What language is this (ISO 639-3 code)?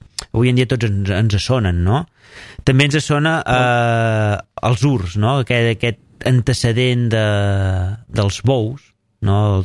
cat